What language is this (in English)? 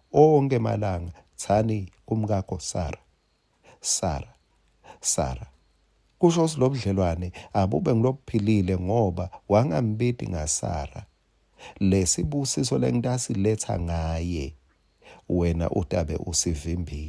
Swati